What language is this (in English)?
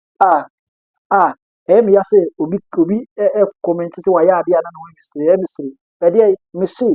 Akan